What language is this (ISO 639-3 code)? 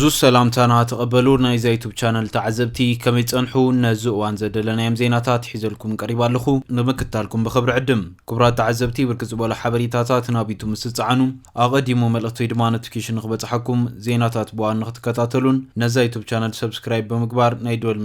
tir